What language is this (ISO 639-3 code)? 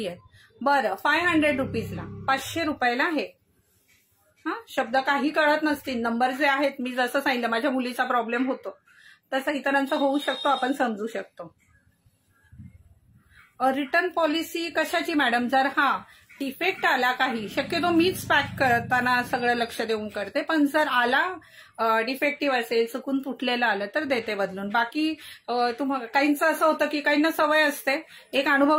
mar